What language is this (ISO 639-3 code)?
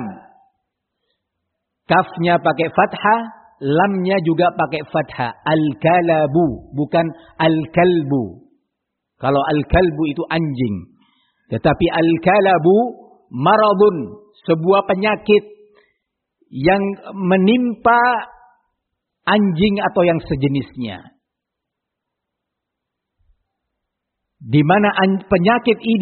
ind